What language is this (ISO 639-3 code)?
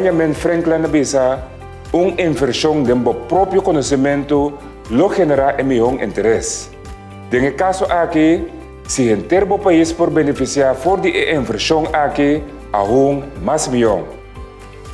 pap